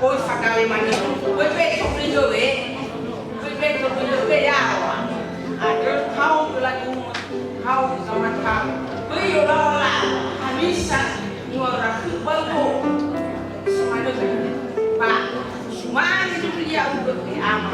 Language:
Nias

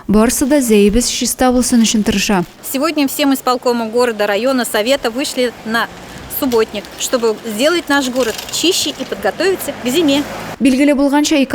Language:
Tatar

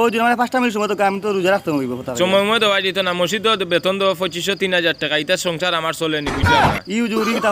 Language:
Sylheti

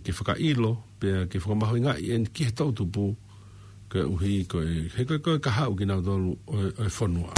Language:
Tongan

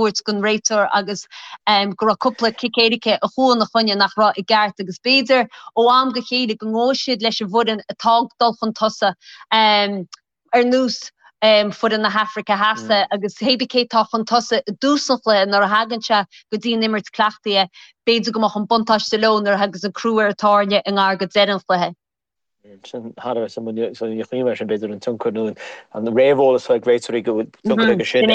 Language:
Irish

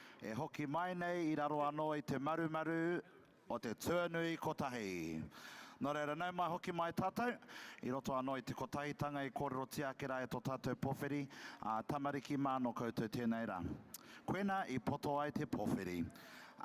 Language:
Māori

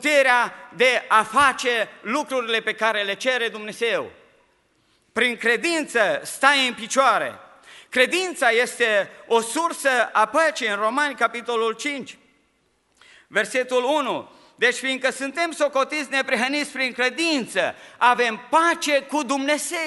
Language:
Romanian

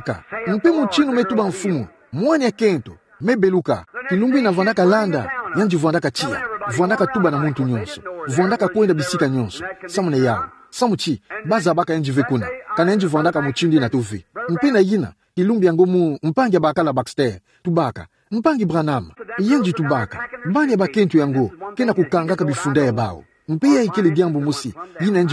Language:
Kituba (Democratic Republic of Congo)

